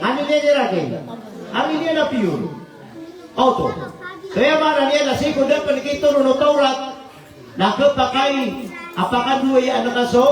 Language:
Maranao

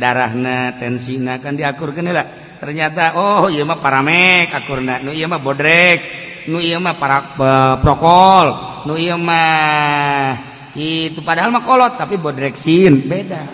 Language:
Sundanese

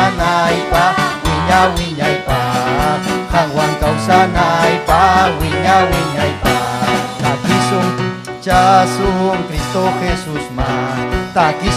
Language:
Ayacucho Quechua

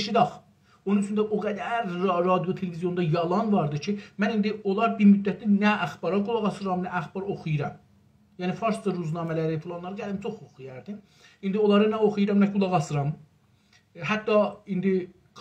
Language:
South Azerbaijani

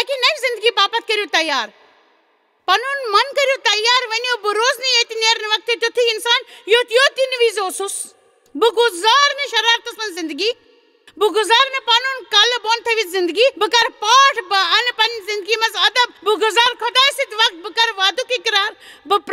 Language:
Kashmiri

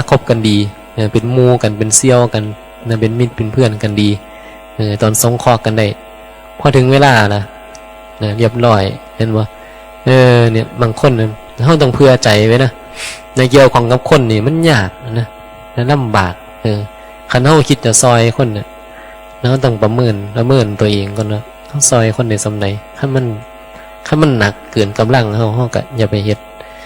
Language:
Northeastern Thai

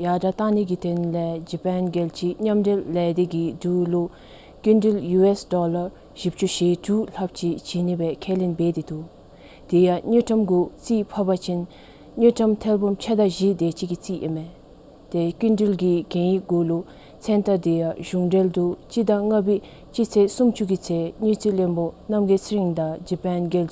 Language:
Dzongkha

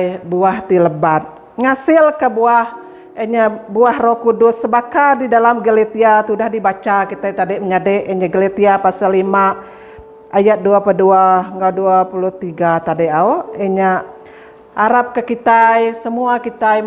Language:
Iban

